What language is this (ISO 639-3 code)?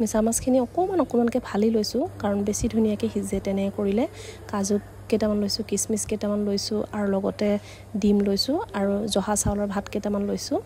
asm